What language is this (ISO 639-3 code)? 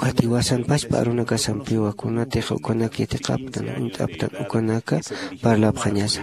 aym